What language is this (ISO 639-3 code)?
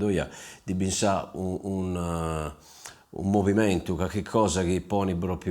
srd